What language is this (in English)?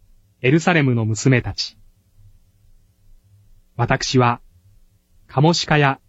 Japanese